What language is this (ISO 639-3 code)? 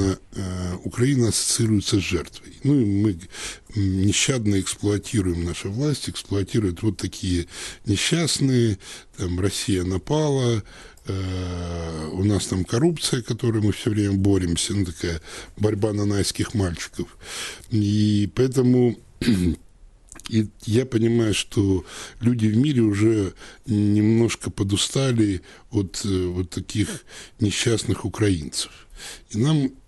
rus